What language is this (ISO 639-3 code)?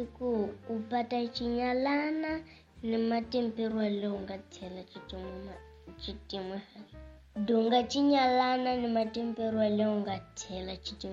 tso